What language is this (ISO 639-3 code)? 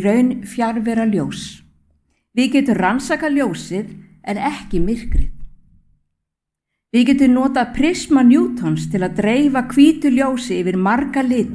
isl